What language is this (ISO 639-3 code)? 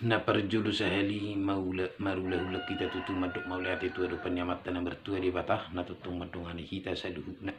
bbc